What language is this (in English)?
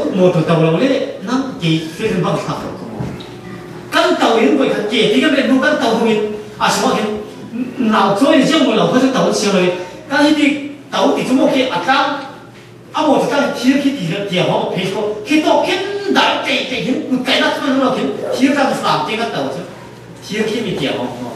Falam Chin